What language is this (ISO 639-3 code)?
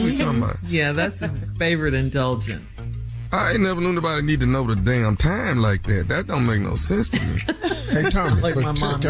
eng